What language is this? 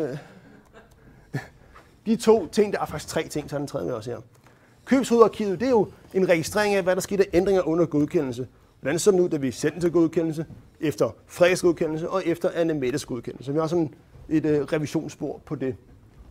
Danish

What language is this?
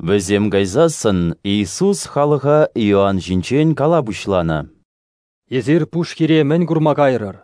Chuvash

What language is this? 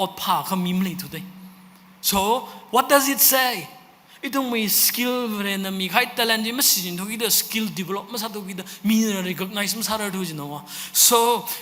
Tangkhul Naga (India)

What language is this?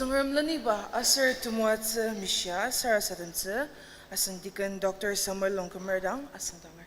Ao Naga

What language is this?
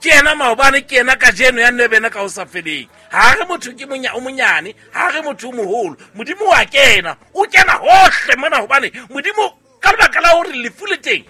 Southern Sotho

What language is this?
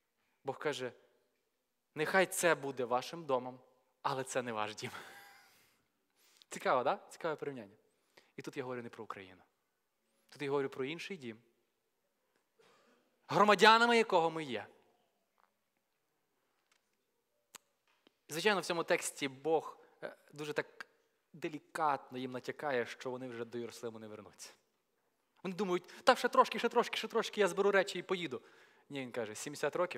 Ukrainian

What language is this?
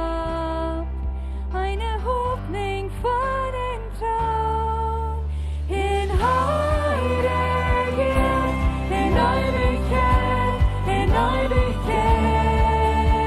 Plautdietsch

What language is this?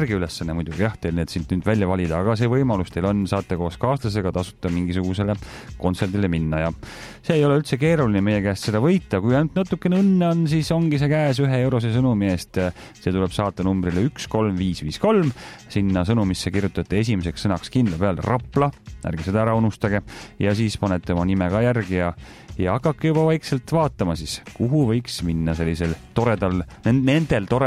Estonian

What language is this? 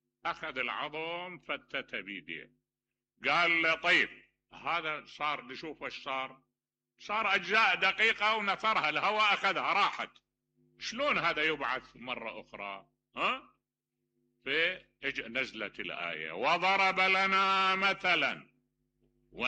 Mesopotamian Arabic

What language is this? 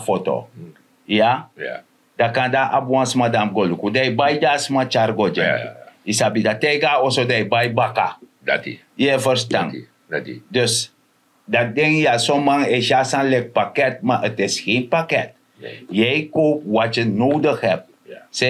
Sranan Tongo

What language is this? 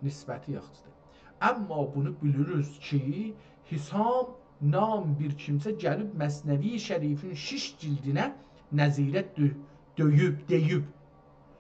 South Azerbaijani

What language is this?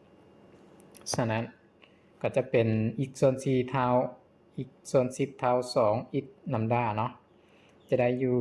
Lao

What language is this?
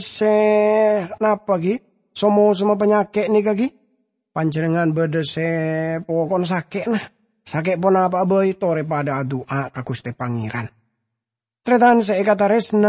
Madurese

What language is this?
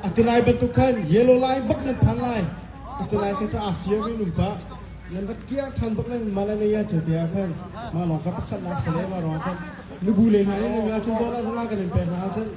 Hakha Chin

